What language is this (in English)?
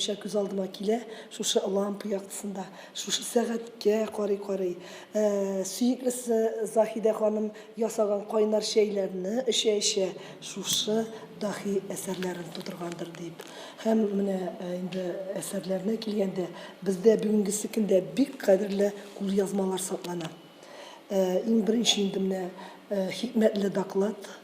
Tatar